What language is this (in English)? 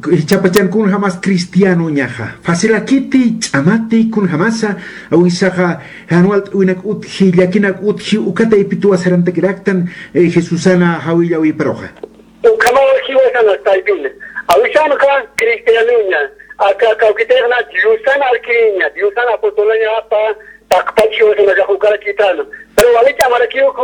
Aymara